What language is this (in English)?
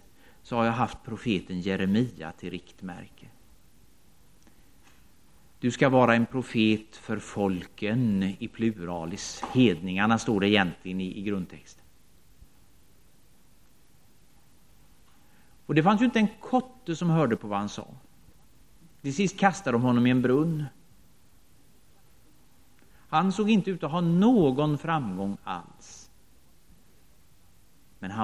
Swedish